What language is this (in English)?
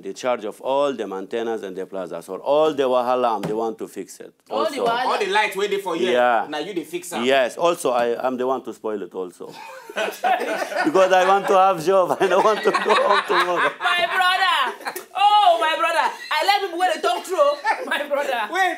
Nigerian Pidgin